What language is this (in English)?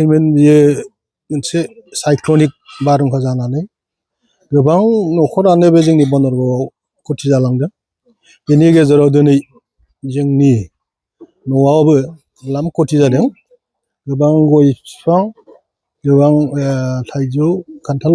Bodo